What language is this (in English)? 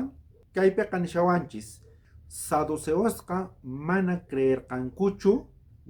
South Bolivian Quechua